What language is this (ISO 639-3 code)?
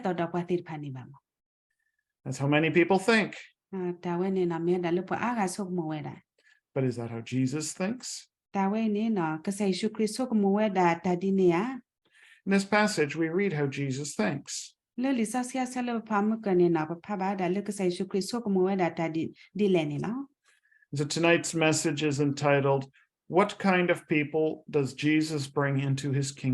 ksw